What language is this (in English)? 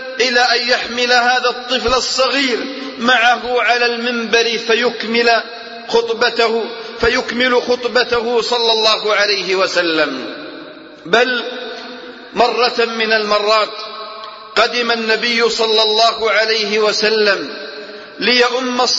Arabic